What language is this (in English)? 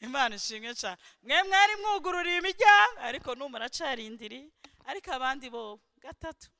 Rundi